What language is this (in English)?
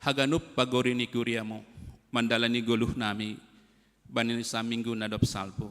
Batak Simalungun